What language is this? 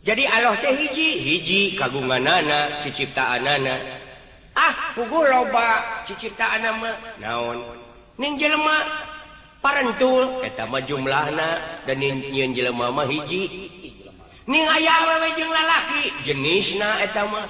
Sundanese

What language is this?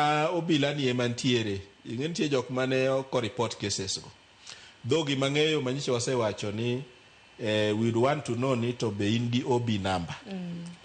Luo (Kenya and Tanzania)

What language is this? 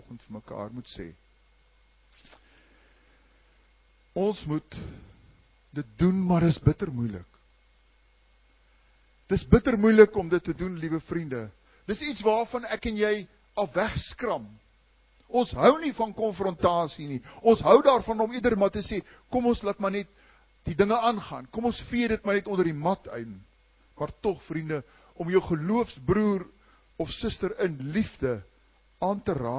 Afrikaans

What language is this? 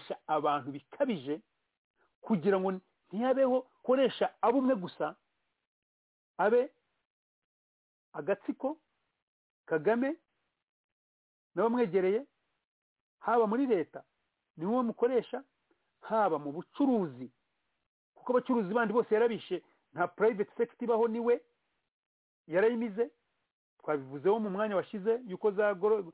Kinyarwanda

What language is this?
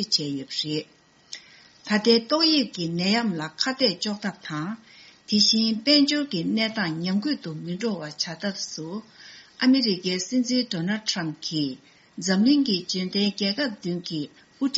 Tibetan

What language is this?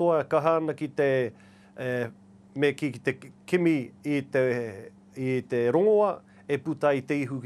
Māori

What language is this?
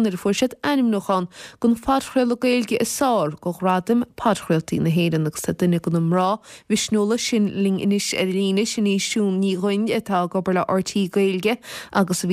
Irish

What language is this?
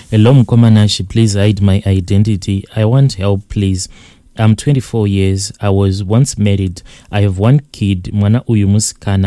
Shona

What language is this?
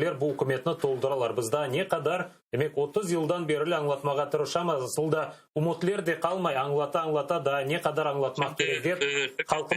Crimean Tatar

